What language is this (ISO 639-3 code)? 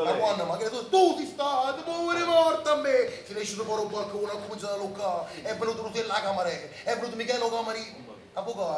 nap